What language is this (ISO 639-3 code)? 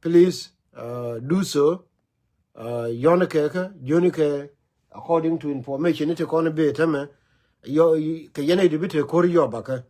nus